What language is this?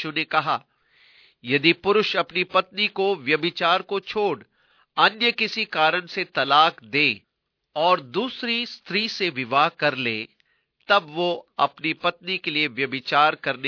Hindi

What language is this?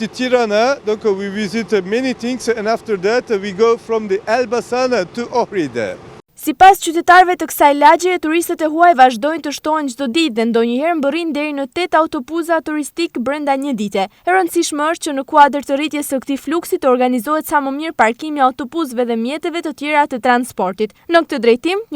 Albanian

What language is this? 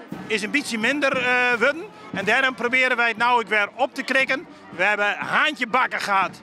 Western Frisian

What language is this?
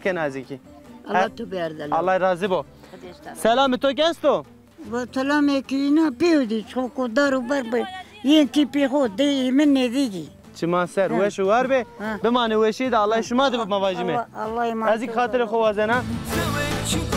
Zaza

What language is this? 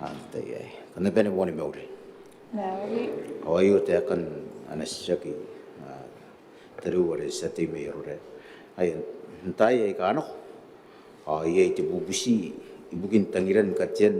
Gilbertese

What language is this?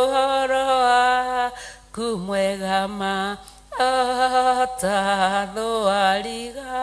Kikuyu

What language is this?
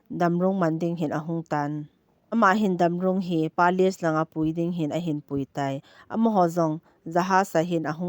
Thado Chin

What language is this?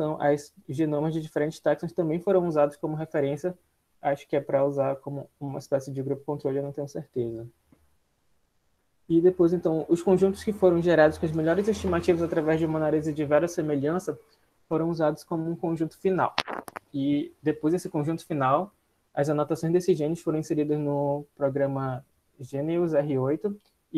Portuguese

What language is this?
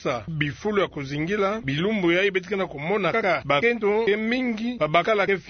Kituba (Democratic Republic of Congo)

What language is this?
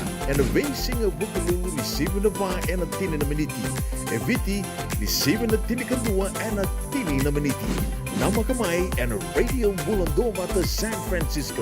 Fijian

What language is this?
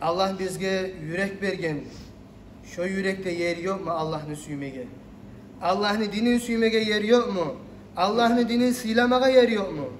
Kumyk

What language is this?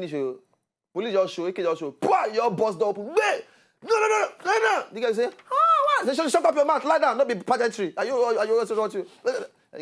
Nigerian Pidgin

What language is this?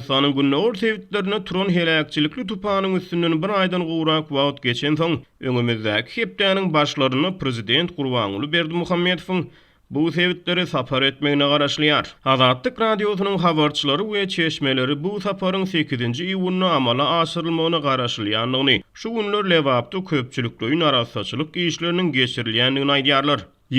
Turkmen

